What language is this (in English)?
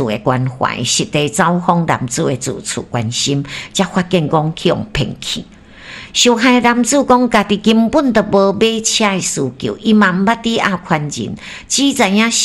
Min Nan Chinese